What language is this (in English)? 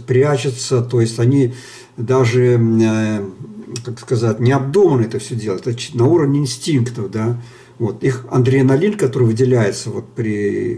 Russian